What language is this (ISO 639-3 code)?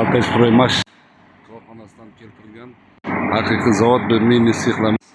uzb